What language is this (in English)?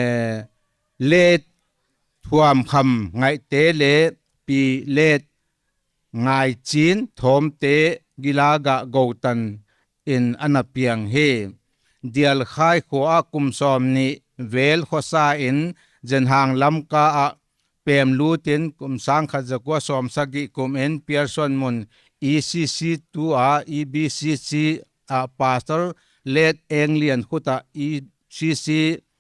Paite Chin